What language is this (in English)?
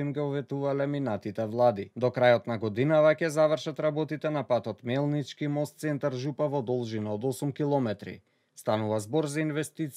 Macedonian